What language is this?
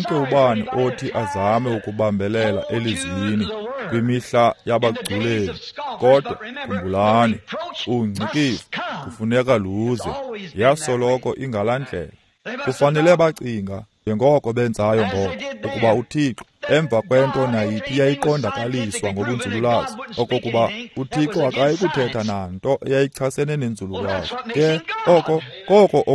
Xhosa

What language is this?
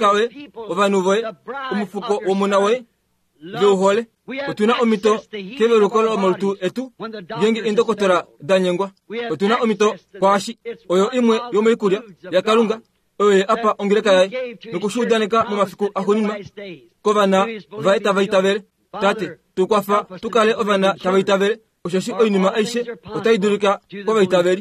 Kuanyama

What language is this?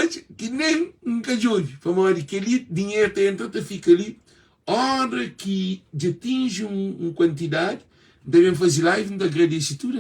Kabuverdianu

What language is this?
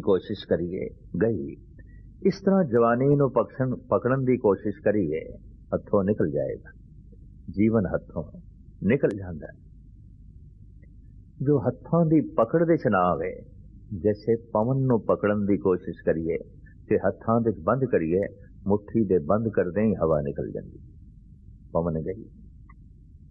Punjabi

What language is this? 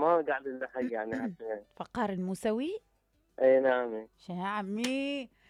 Mesopotamian Arabic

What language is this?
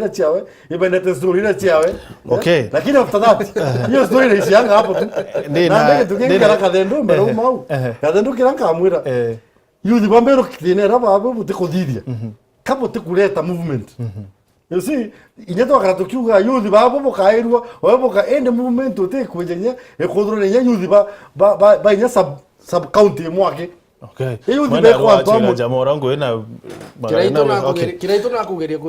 Meru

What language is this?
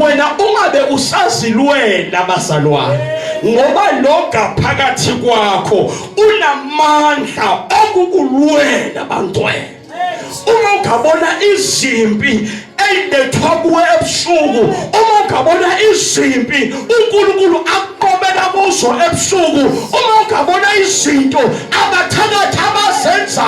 Zulu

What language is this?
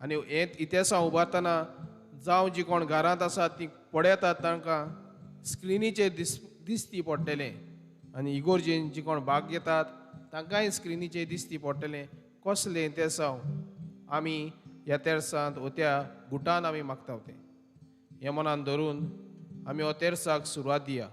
Konkani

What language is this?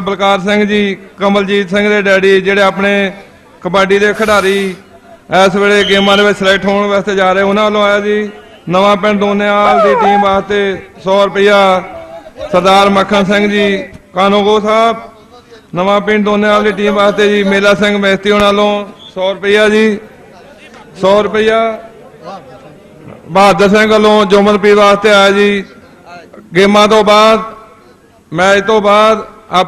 Punjabi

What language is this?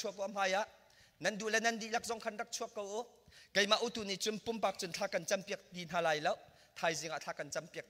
Hakha Chin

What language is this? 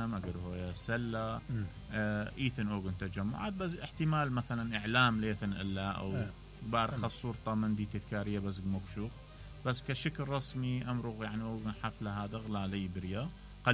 Mesopotamian Arabic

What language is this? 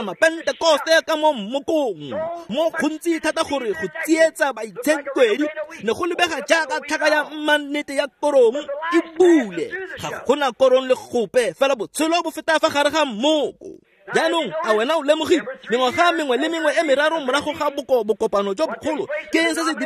Tswana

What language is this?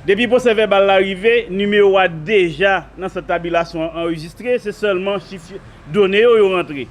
Haitian Creole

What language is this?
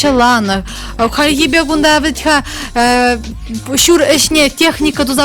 Chuvash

